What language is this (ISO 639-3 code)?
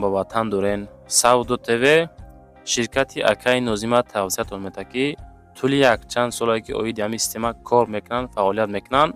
tgk